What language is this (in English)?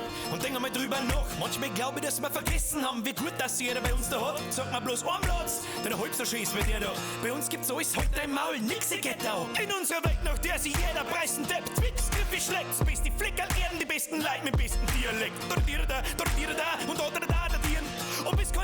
Bavarian